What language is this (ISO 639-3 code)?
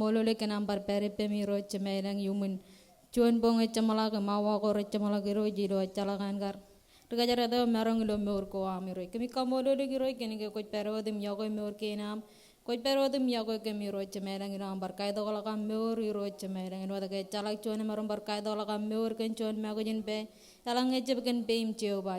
mah